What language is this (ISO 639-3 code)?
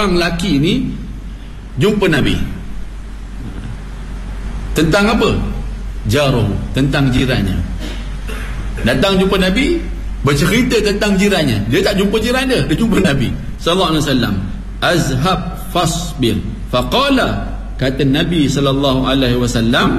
msa